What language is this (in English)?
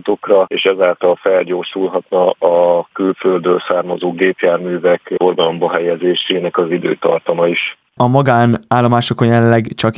Hungarian